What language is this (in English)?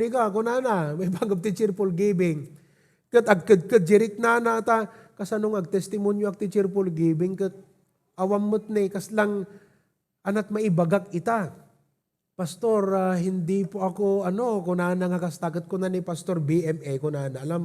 Iloko